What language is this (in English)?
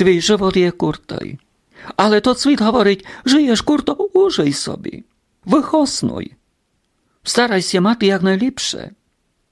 Rusyn